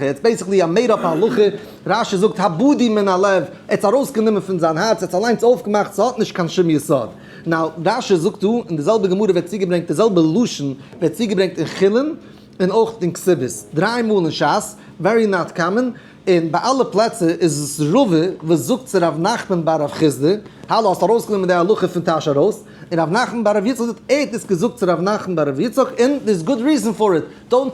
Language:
Yiddish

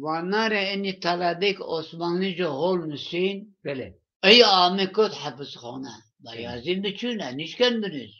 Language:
Zaza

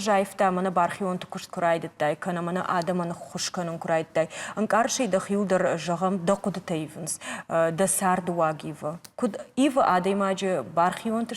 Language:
Ossetic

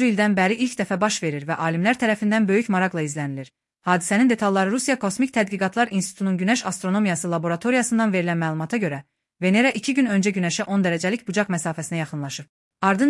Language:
Azerbaijani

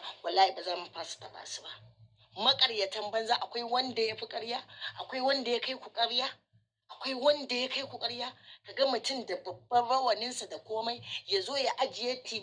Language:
Hausa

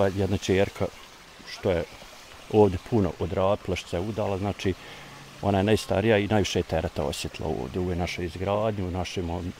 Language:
Bosnian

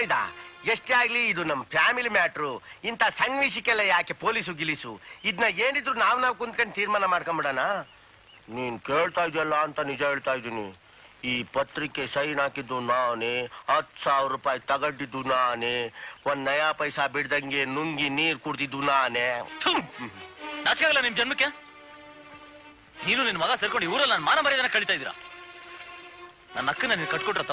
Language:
Kannada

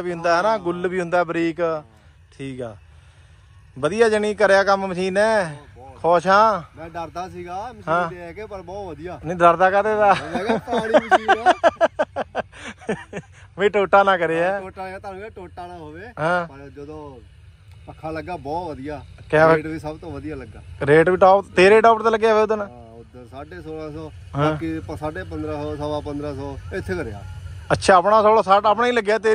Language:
Punjabi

